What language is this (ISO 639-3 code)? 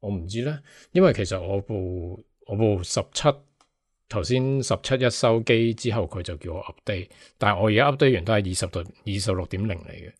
yue